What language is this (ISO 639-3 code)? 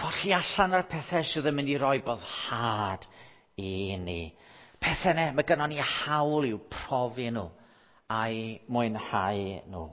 cym